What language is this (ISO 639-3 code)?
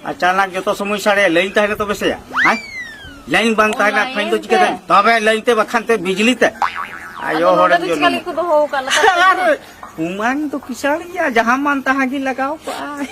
sat